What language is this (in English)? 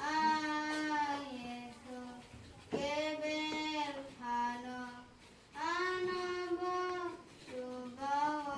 Kok Borok